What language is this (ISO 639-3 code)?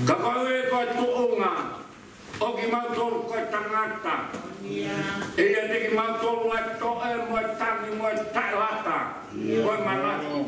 ton